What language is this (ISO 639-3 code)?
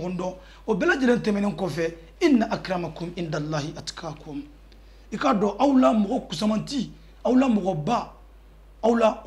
bam